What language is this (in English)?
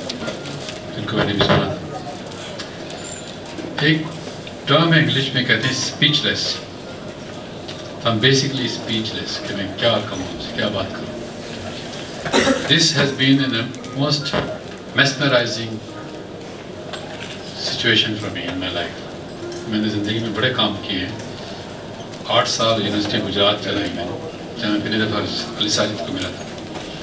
Urdu